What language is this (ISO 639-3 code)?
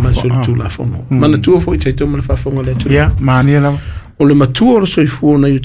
smo